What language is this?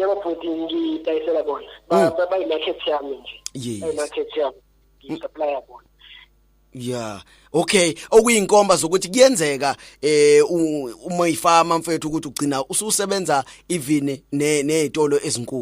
Zulu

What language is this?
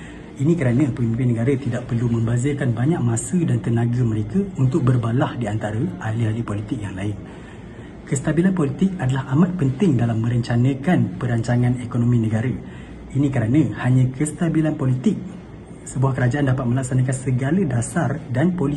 Malay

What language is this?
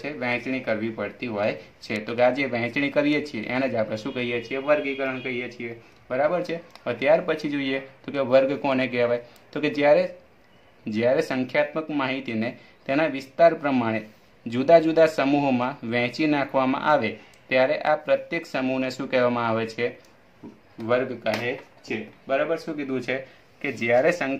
Gujarati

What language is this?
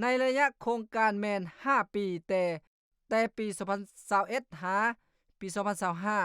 Lao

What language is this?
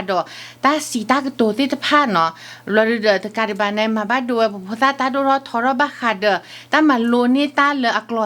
S'gaw Karen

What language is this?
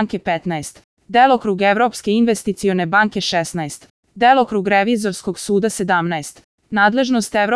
Serbian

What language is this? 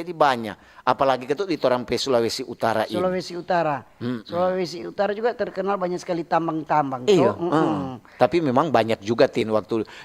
Manado Malay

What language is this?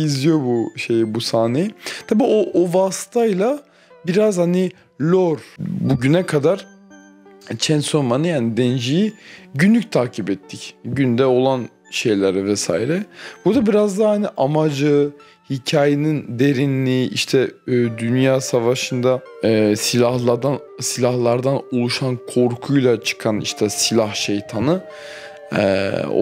Turkish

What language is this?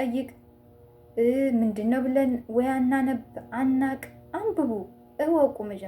Amharic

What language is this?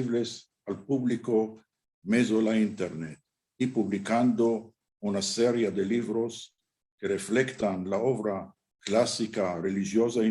Ladino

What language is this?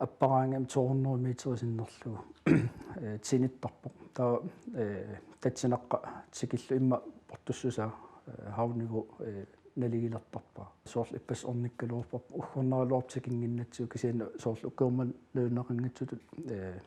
Kalaallisut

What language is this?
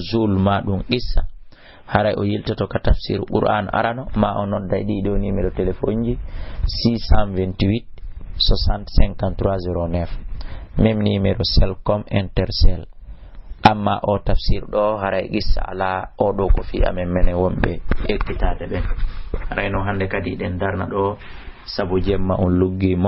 Fula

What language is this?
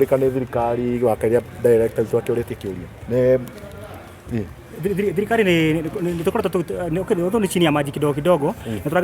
Kikuyu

